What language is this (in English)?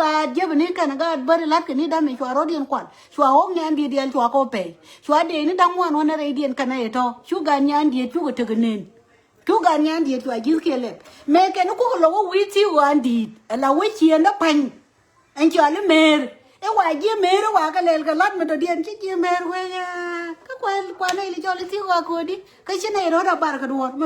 Nuer